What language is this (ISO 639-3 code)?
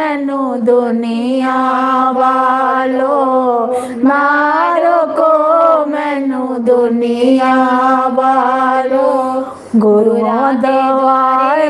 doi